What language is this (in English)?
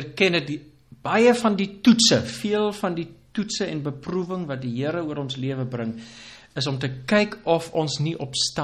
Afrikaans